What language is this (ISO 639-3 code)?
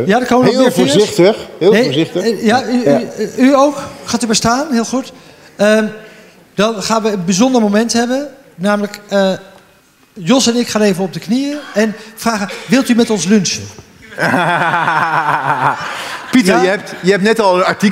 nld